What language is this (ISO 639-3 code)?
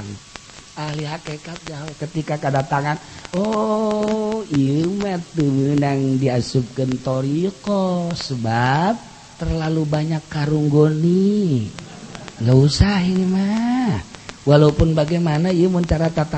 sun